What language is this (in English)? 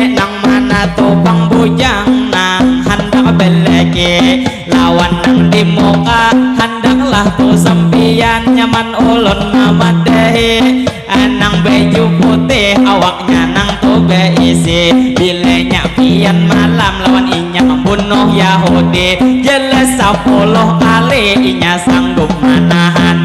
Banjar